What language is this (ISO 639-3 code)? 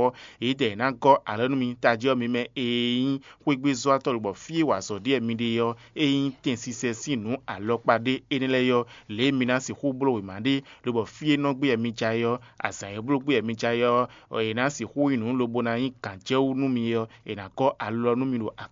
fon